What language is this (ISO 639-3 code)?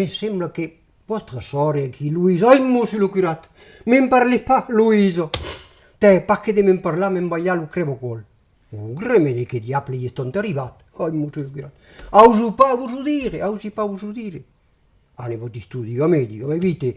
oci